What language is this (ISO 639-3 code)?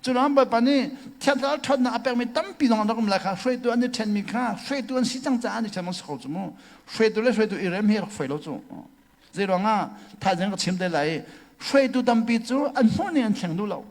cnh